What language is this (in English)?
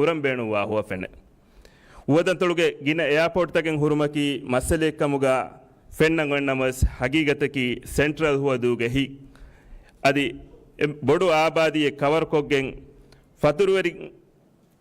Divehi